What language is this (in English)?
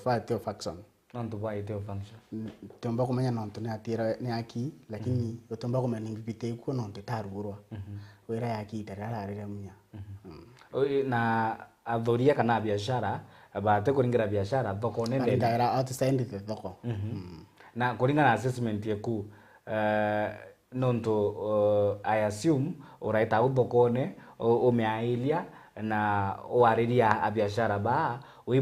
Meru